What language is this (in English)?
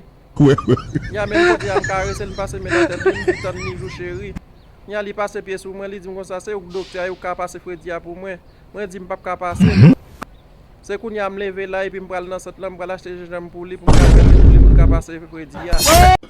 Haitian Creole